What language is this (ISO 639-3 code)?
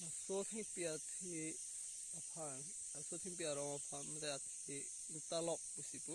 mjw